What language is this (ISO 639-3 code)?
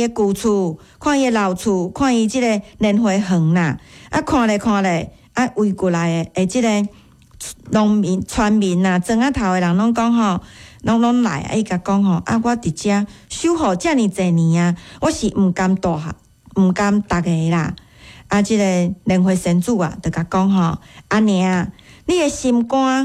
nan